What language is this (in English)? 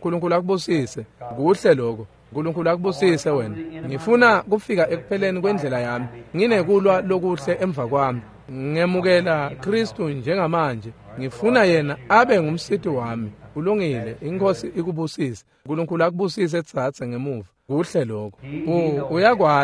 Swati